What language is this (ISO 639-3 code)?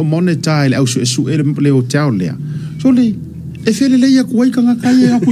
smo